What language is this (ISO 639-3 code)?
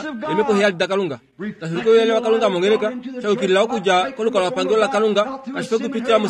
kua